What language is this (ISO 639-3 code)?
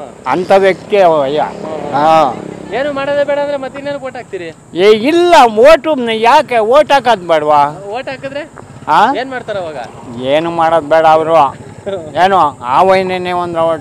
kan